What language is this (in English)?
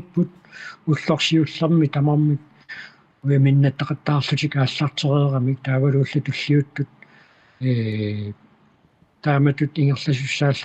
Kalaallisut